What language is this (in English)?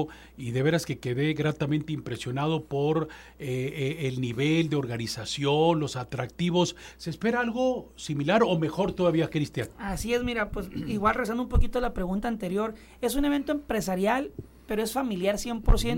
Spanish